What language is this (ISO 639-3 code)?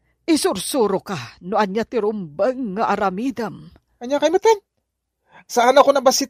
ilo